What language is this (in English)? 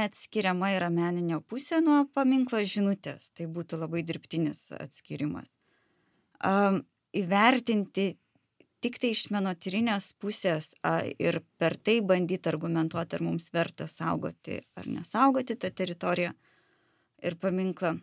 Lithuanian